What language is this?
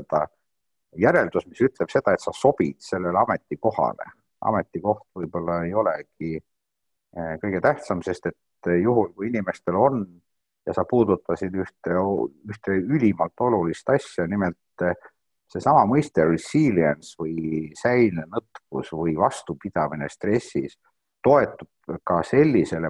Estonian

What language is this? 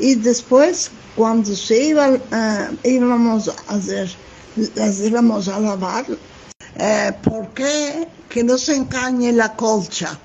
Ladino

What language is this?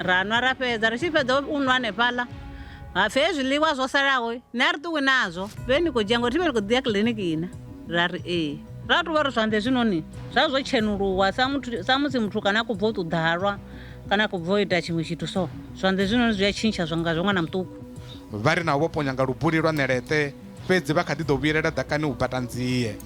Venda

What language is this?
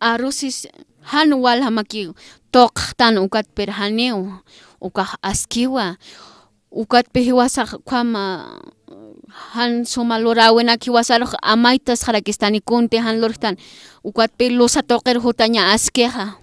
Aymara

